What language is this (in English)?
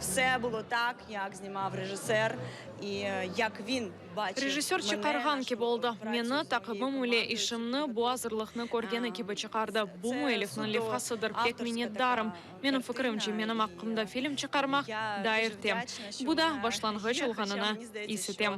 Crimean Tatar